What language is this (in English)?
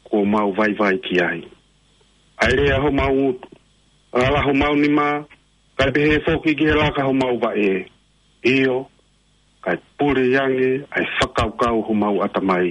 Tongan